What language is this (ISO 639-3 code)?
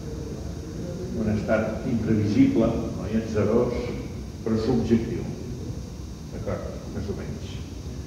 cat